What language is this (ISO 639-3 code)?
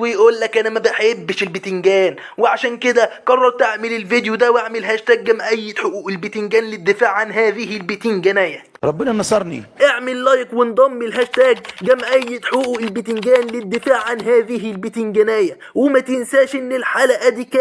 arz